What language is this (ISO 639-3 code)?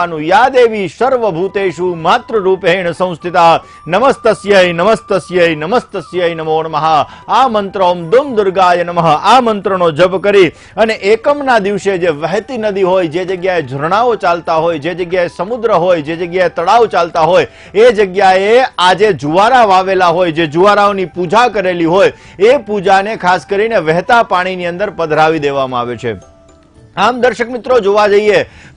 guj